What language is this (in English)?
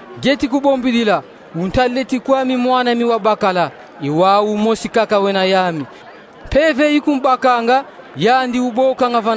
Kongo